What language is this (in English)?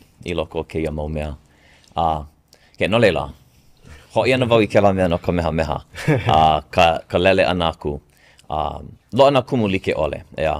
Hawaiian